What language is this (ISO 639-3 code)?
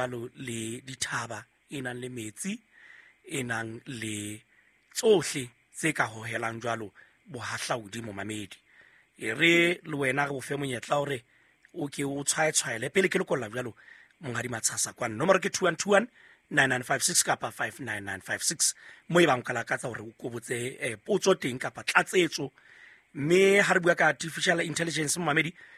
sot